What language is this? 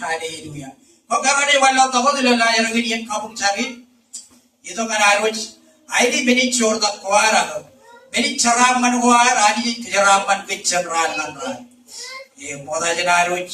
Marshallese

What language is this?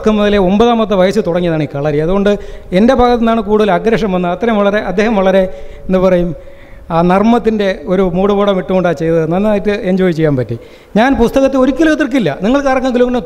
Malayalam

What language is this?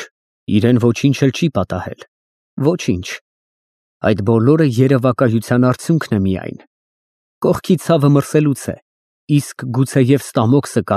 Armenian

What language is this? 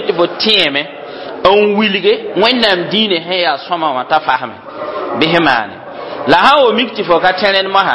Mossi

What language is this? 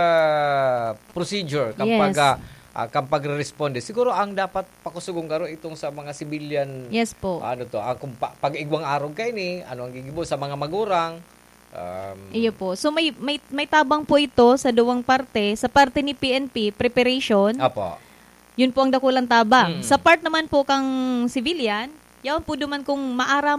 Bikol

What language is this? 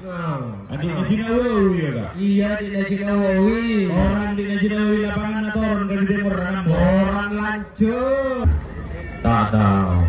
Madurese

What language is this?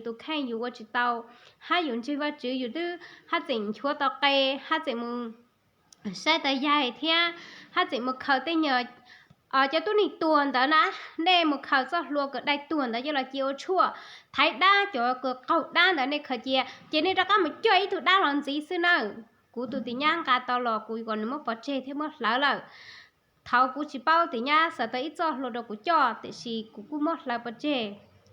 Hmong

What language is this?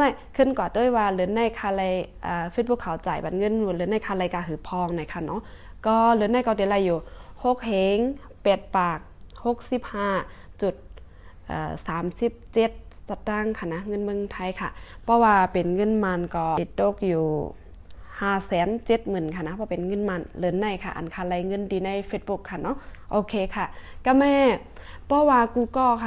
Shan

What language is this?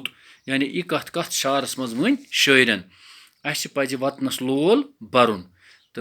Kashmiri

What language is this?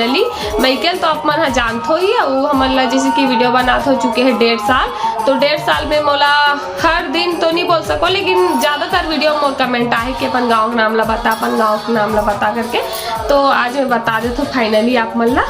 Chhattisgarhi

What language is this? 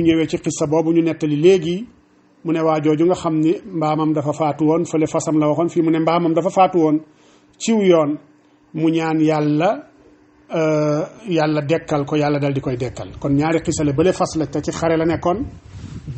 Wolof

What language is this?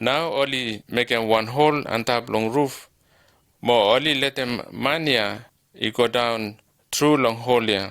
Bislama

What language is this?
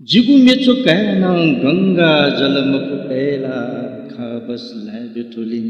Newari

